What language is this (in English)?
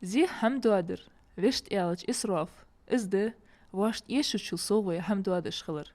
Ingush